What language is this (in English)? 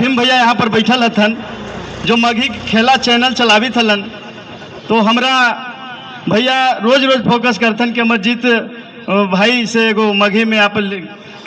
Magahi